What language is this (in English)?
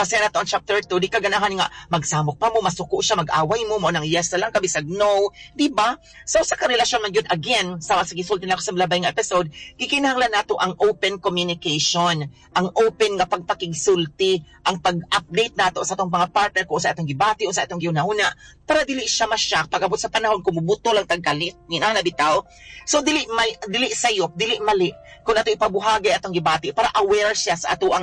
Cebuano